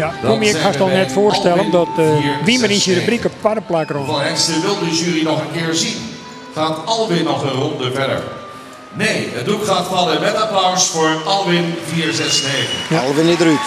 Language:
Western Frisian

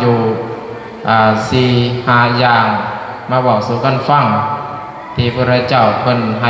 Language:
Lao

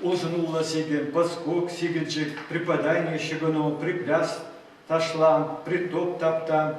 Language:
Chuvash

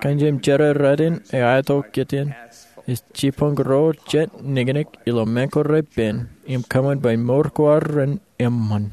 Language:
Marshallese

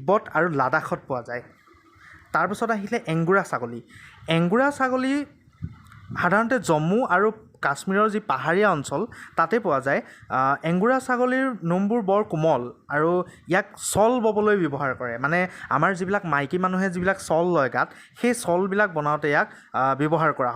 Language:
Assamese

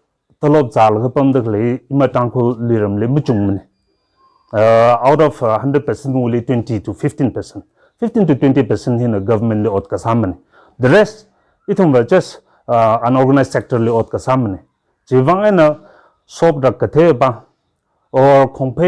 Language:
Tangkhul Naga (India)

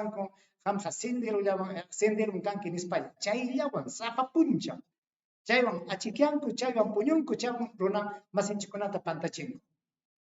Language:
Ayacucho Quechua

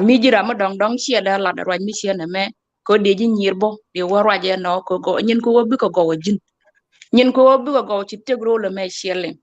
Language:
Nuer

